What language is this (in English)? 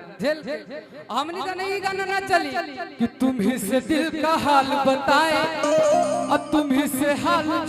Magahi